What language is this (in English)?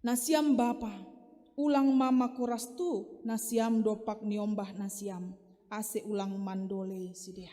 Batak Simalungun